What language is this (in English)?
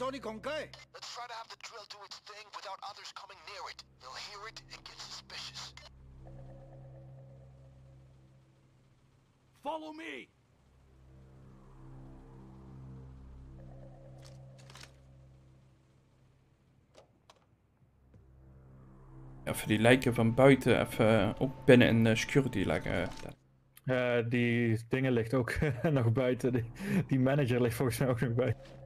Dutch